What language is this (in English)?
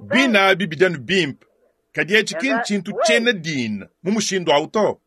Luba-Lulua